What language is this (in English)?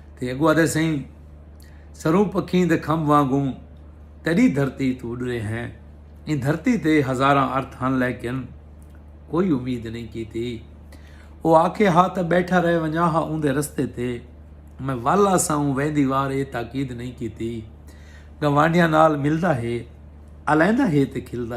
Saraiki